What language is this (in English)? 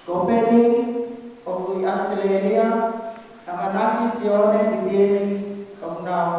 Tongan